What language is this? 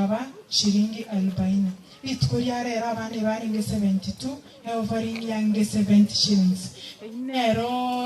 Gusii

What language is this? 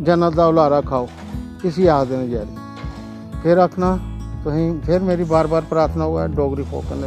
Dogri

